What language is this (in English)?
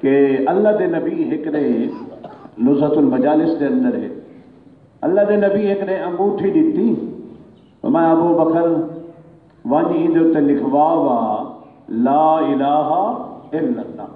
Saraiki